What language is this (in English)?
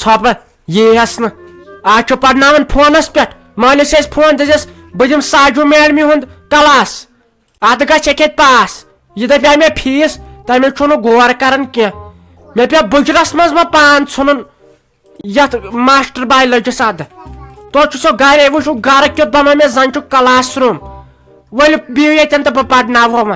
Kashmiri